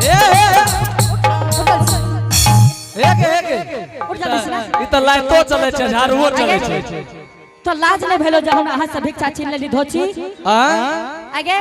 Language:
Angika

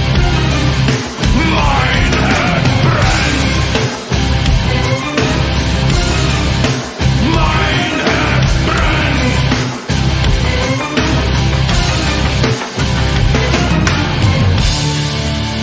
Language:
German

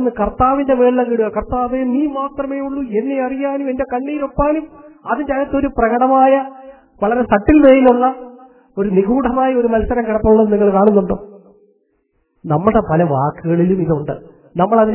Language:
Malayalam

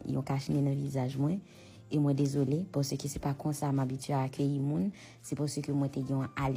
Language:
Haitian Creole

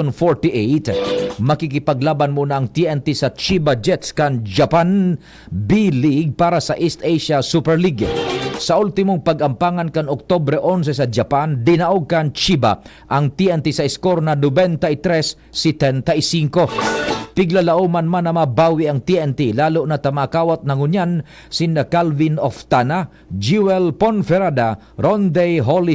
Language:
Bikol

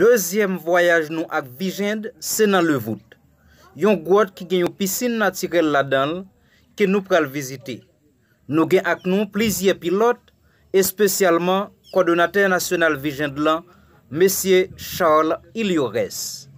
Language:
Haitian Creole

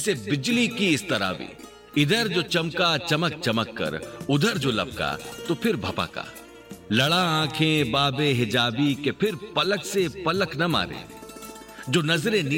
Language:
Hindi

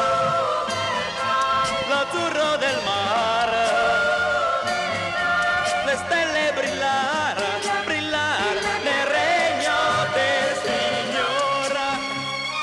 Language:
Italian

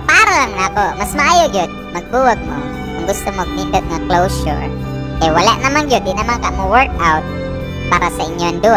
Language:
Cebuano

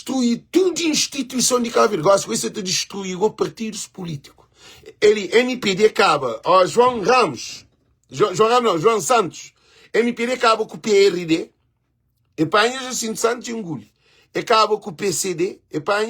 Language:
Kabuverdianu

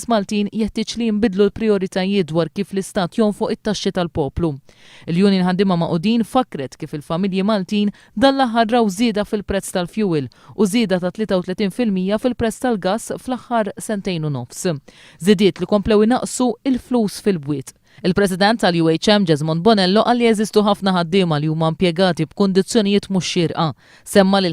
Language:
Maltese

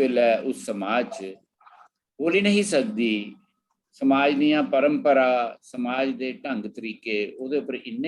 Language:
Dogri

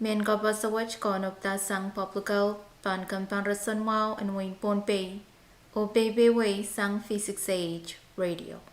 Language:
Pohnpeian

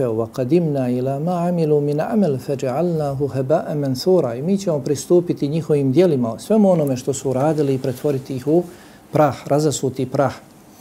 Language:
Bosnian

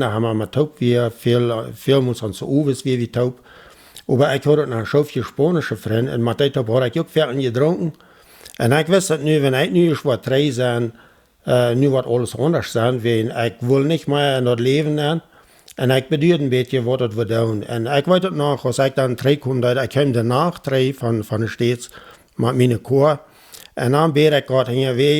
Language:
Plautdietsch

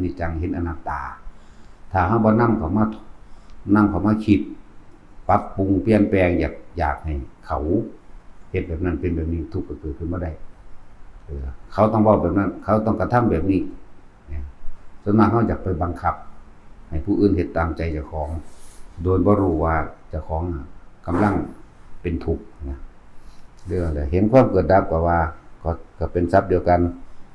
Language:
Lao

